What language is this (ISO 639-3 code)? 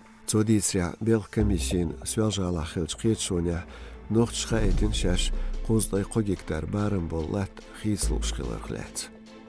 che